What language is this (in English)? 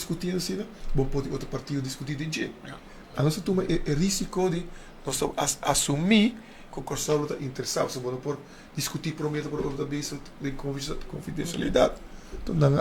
Papiamento